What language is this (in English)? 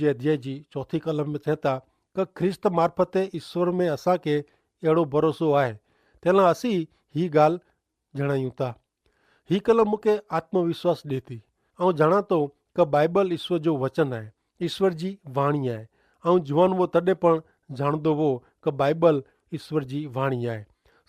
Kachhi